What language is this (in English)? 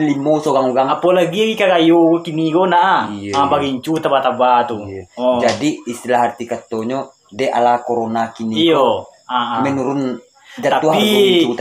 Minangkabau